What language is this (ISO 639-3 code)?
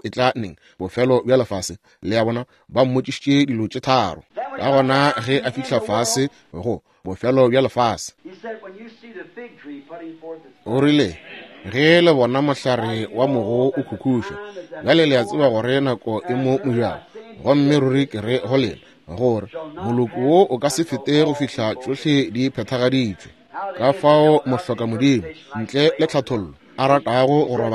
nso